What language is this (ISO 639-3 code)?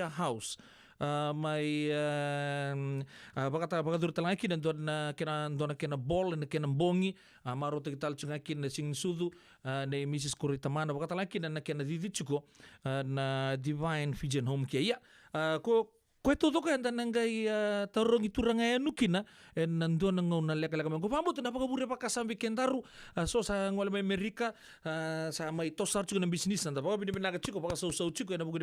fij